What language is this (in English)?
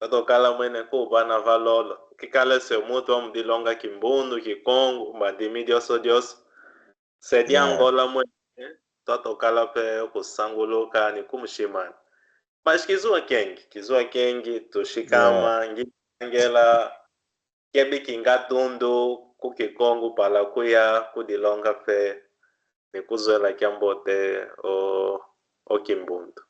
Kimbundu